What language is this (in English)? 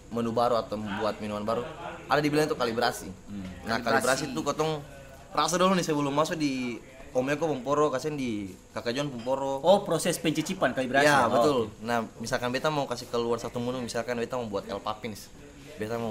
Ambonese Malay